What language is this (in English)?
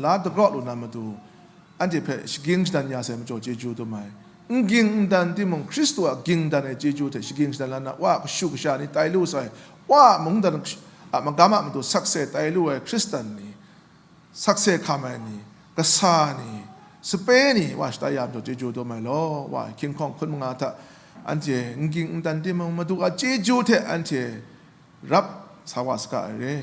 Kachin